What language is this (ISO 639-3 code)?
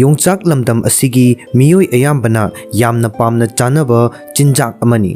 mni